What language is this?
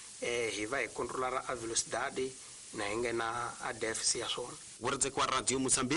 Tsonga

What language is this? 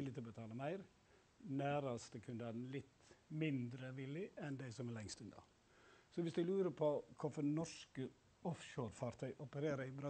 Norwegian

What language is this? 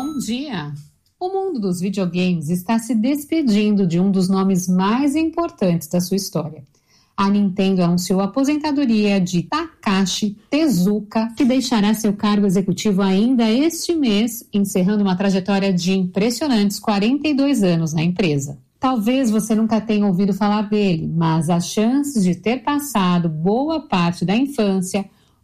Portuguese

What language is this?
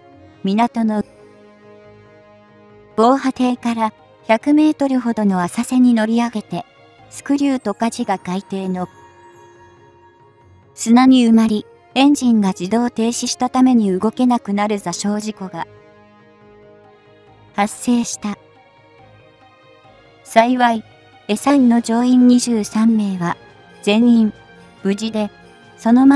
Japanese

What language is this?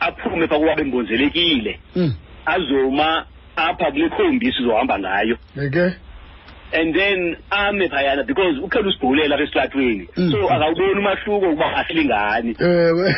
Xhosa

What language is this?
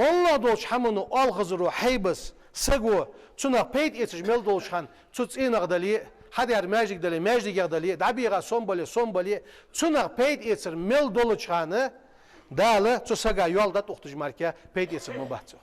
Ingush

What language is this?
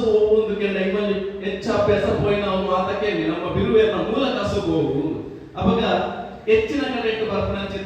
Tulu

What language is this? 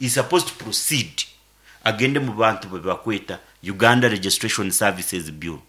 Nyankole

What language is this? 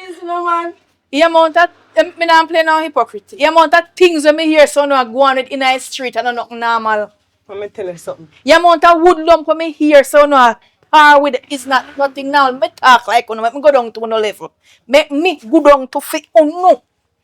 Jamaican Creole English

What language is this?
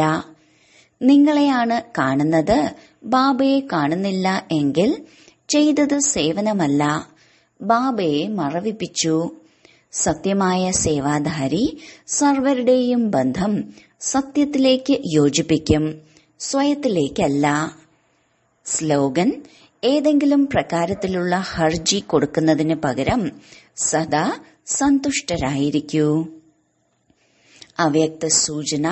Malayalam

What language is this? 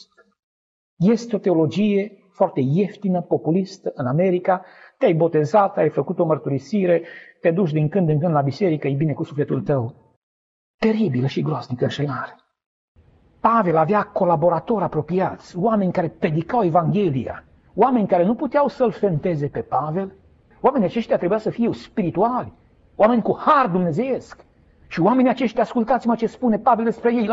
Romanian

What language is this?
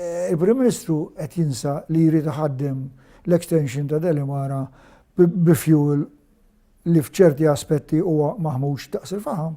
Maltese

